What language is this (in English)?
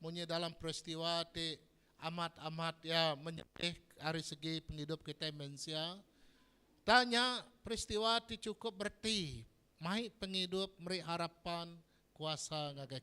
Iban